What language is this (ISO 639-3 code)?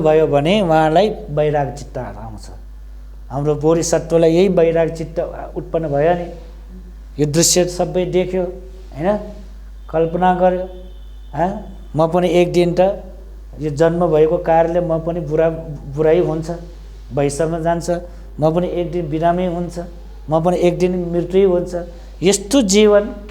nep